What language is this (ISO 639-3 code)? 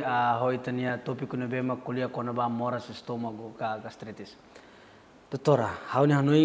tet